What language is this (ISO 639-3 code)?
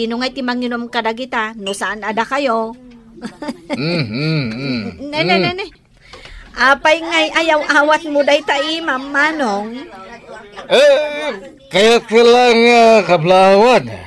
ilo